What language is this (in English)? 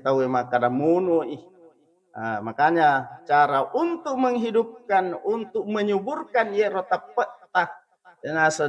Buginese